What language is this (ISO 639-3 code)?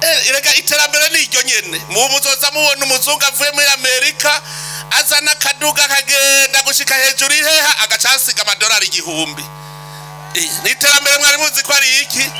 run